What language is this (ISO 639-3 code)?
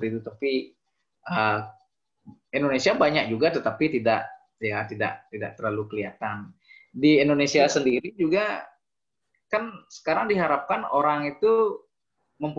ind